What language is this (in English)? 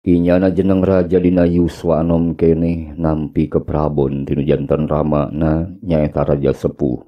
Sundanese